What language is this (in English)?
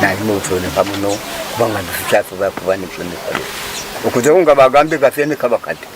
Nyankole